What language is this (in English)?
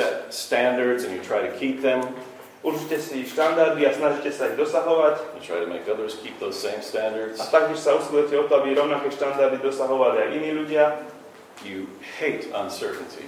Slovak